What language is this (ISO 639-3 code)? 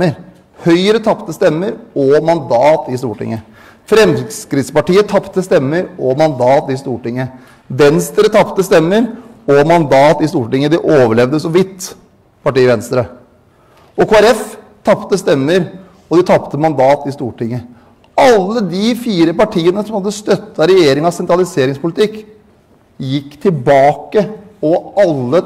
nor